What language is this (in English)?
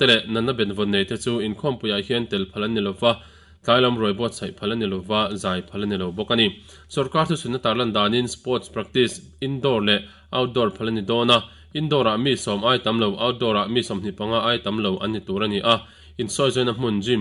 Mizo